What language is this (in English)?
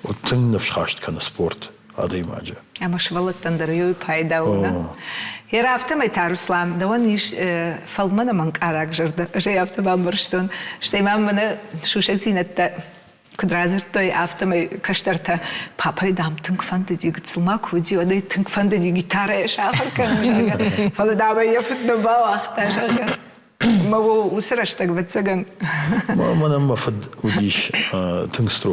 Ossetic